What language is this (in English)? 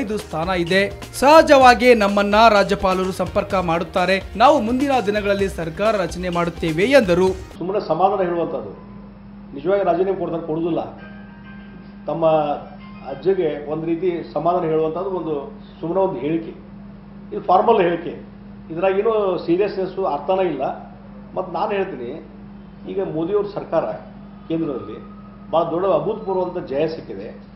Kannada